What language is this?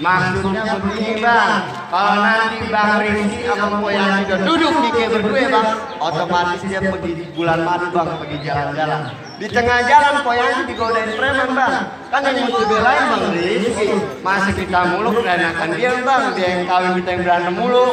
Betawi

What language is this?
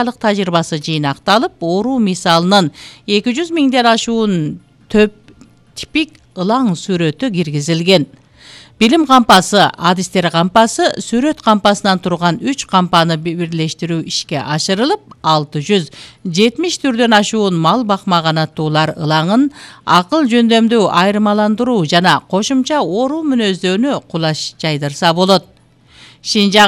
Kyrgyz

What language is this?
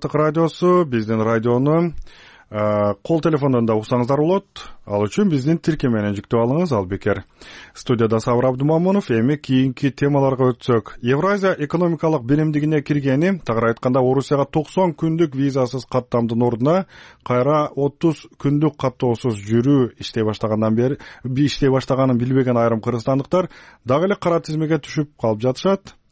Kyrgyz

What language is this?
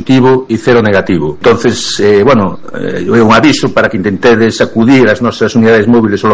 Galician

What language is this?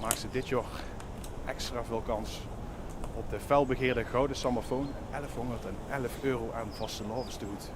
Limburgish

